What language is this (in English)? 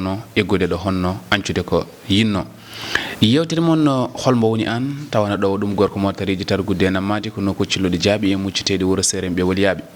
Fula